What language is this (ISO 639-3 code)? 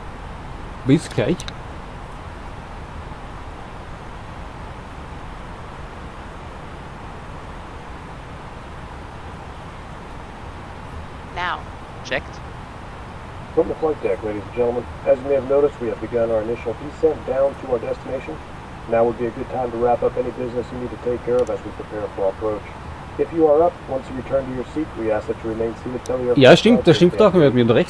deu